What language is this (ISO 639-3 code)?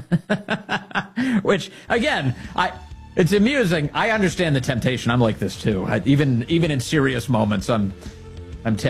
eng